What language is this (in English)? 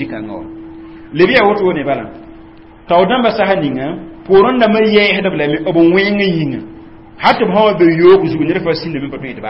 Mossi